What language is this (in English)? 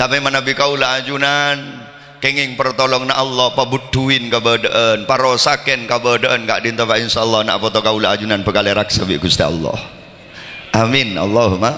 Madurese